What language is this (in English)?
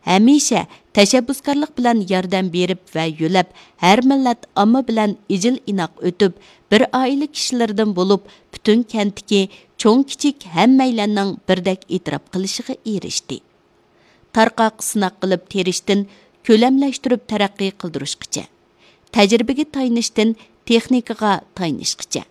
Uyghur